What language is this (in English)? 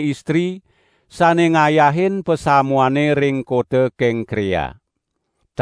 Balinese